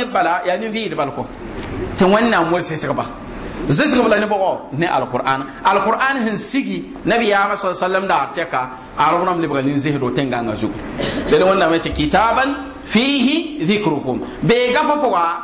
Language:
Mossi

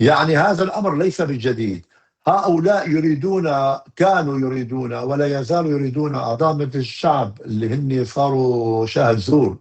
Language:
North Levantine Arabic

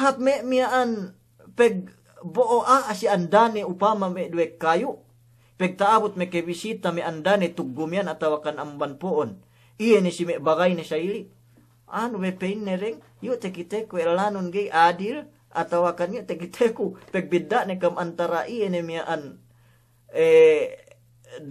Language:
Yakan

